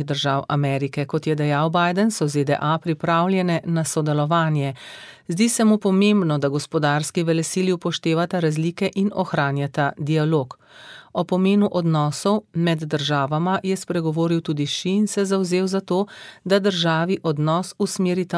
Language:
Slovenian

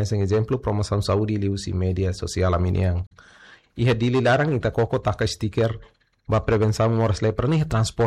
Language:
Tetum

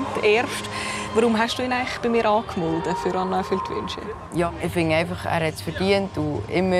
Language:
Swiss German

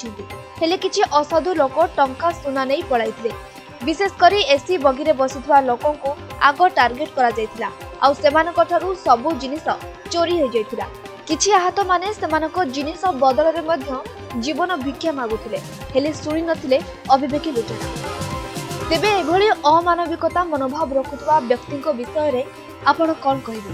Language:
Odia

